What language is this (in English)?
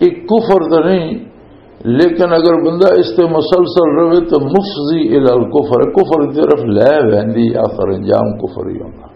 Western Panjabi